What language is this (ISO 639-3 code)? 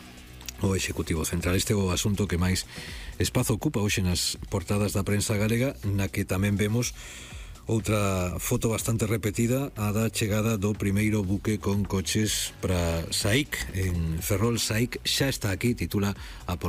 glg